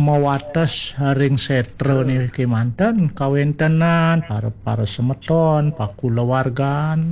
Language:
Balinese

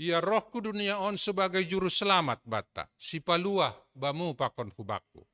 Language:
Batak Simalungun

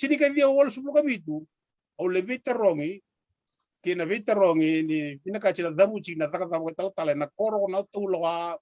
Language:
Fijian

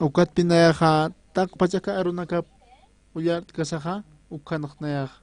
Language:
Aymara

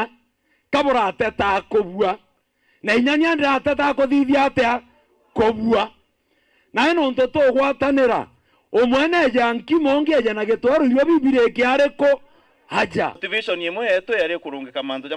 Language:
Meru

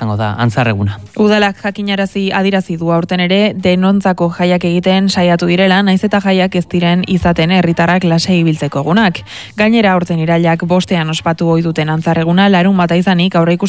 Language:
Basque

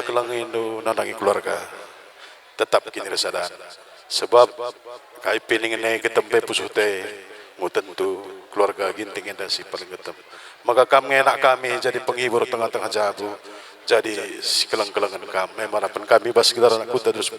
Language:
Batak Karo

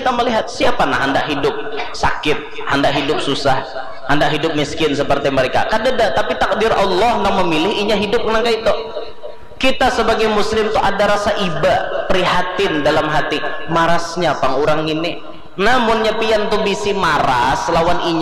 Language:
Banjar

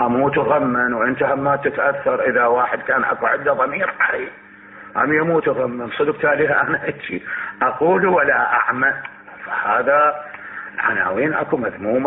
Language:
Mesopotamian Arabic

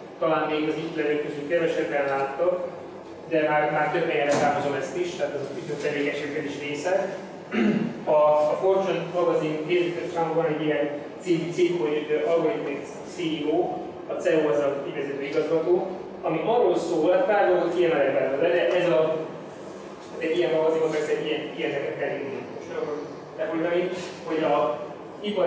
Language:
Hungarian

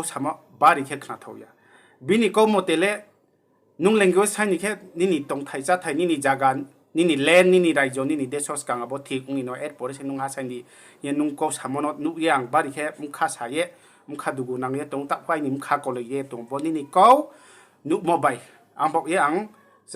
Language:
Riang (India)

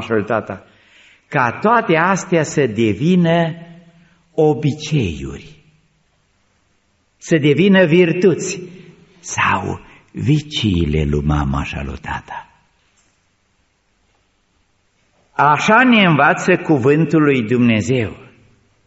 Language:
Romanian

